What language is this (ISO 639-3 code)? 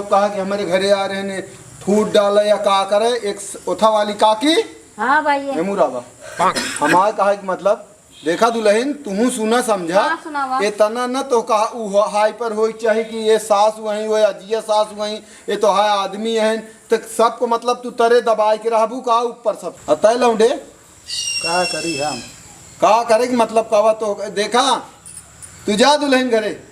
awa